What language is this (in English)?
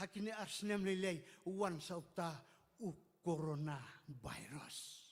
Khasi